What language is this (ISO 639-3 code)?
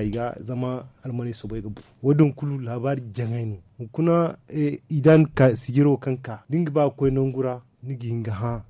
dje